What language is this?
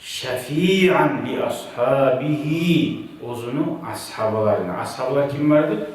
Kumyk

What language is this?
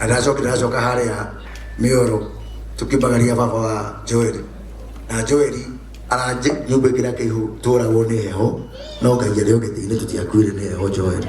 Kikuyu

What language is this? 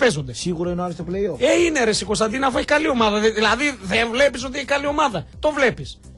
Greek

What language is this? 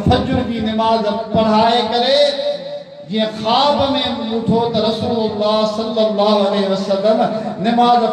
Sindhi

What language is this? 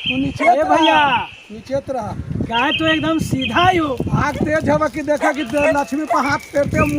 Magahi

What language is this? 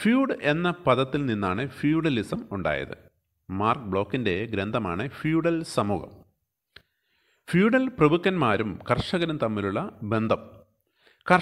Malayalam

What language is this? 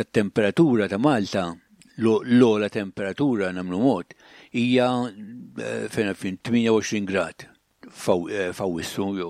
Maltese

